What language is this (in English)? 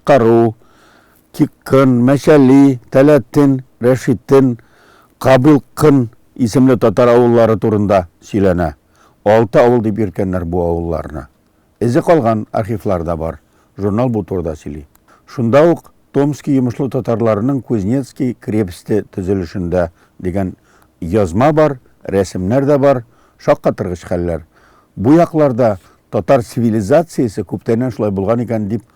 Tatar